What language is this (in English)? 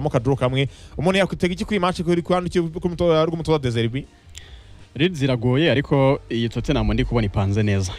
Kinyarwanda